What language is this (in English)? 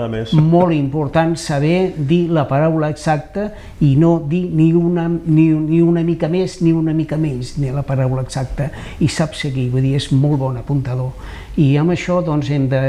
Catalan